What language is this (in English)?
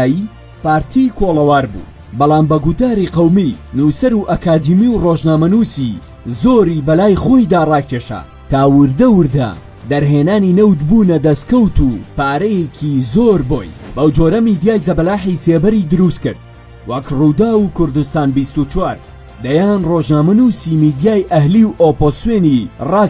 Central Kurdish